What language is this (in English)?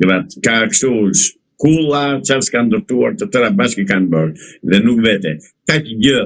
Albanian